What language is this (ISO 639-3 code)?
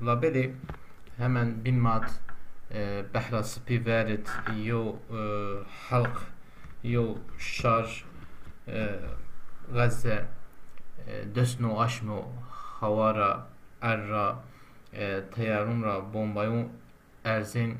zza